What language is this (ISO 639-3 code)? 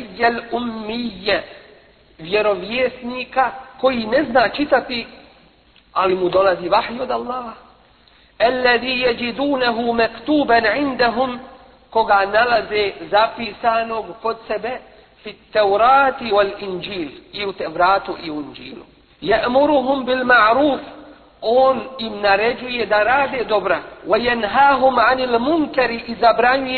bos